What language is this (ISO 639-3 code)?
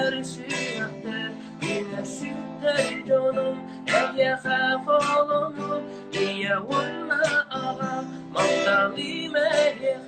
sah